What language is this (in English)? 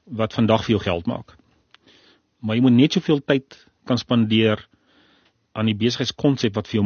Afrikaans